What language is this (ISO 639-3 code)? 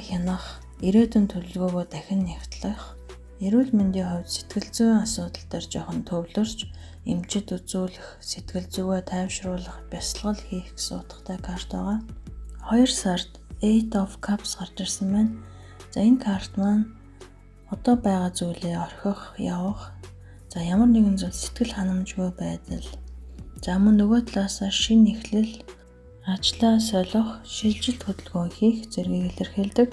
mon